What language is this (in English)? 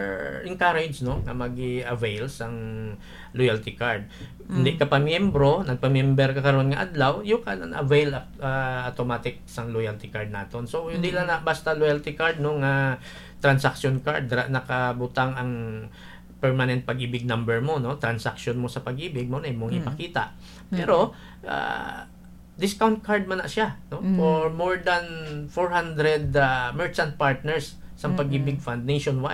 Hiligaynon